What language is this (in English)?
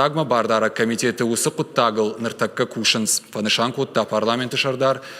Ossetic